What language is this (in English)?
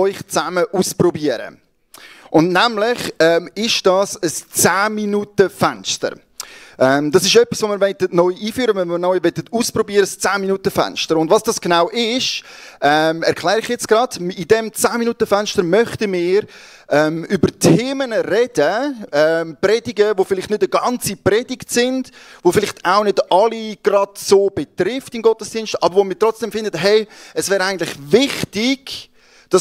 Swiss German